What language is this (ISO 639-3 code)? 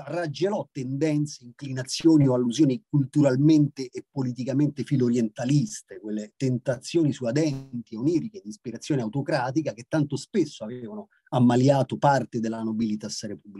ita